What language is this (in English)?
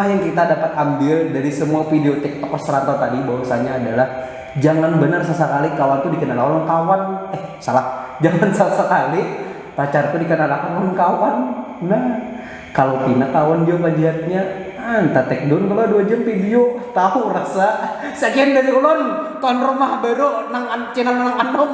Banjar